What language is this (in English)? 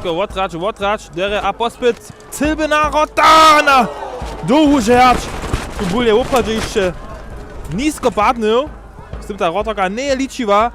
Upper Sorbian